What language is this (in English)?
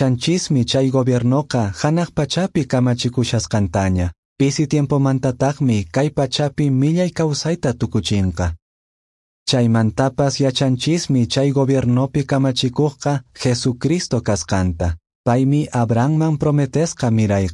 Quechua